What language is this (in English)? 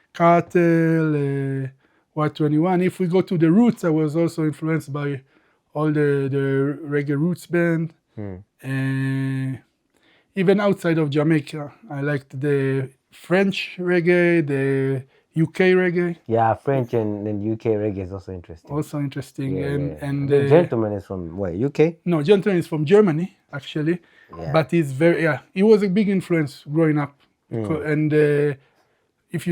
English